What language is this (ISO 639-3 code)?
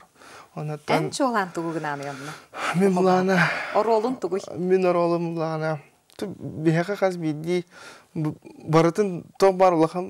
sah